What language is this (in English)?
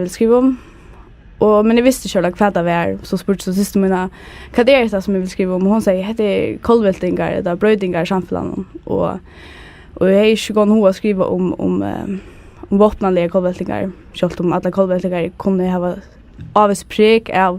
Faroese